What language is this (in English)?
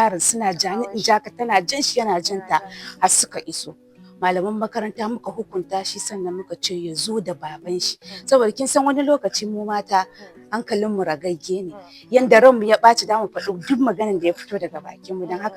Hausa